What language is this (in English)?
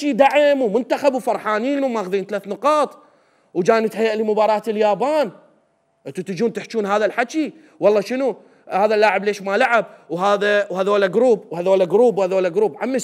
Mesopotamian Arabic